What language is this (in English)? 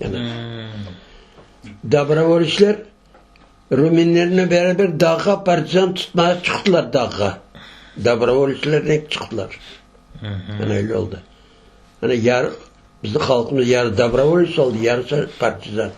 Crimean Tatar